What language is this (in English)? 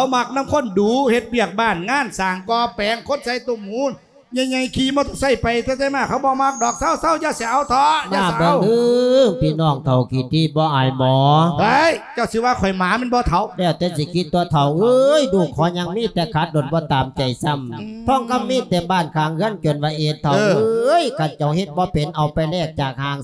Lao